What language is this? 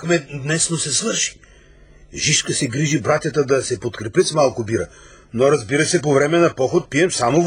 Bulgarian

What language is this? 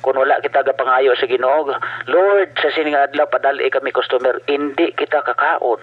Hiligaynon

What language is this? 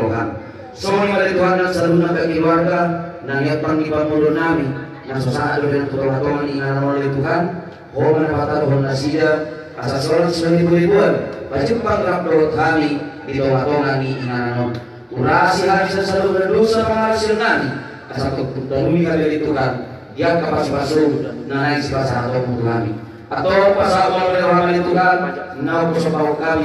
Batak Toba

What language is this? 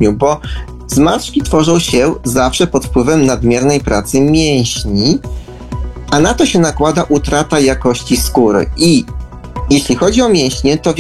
Polish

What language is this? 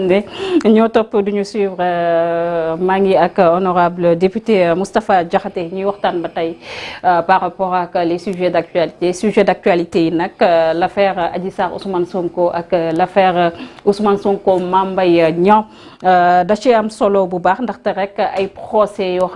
Wolof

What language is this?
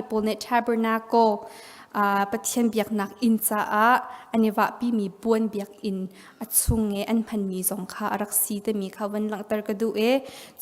Hakha Chin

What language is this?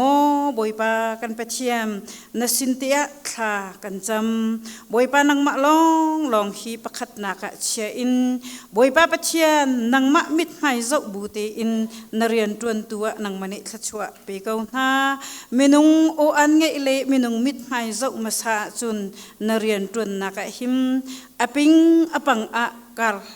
Hakha Chin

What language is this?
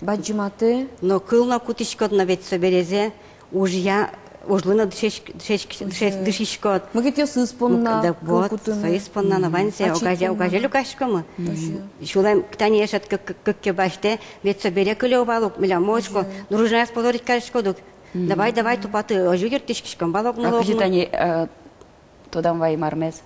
Udmurt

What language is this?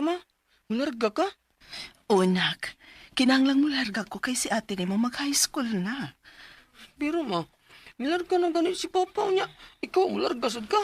Cebuano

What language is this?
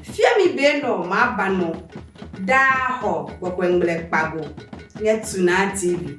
Adangme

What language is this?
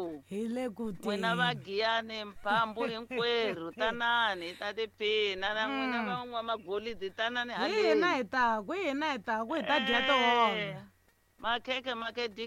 Tsonga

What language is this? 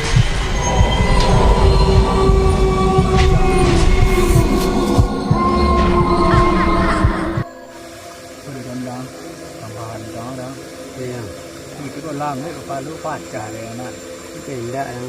Minangkabau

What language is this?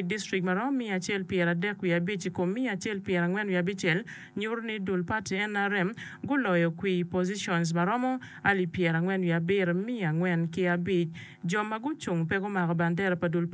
Acoli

